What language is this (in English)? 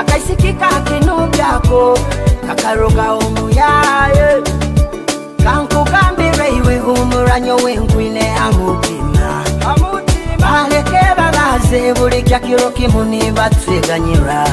Nyoro